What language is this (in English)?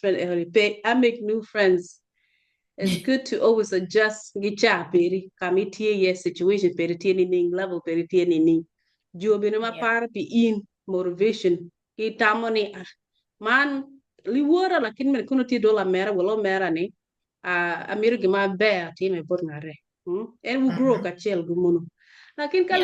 Acoli